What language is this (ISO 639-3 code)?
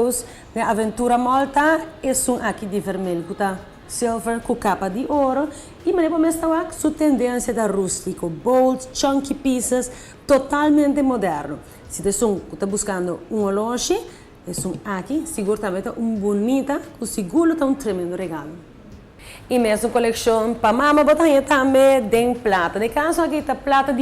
pap